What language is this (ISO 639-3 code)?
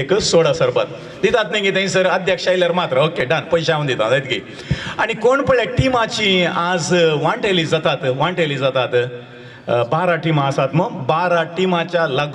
kok